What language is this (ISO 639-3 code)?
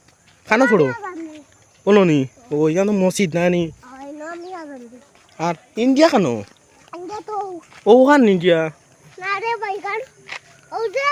syl